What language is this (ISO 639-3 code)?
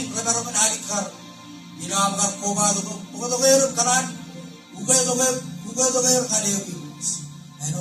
mah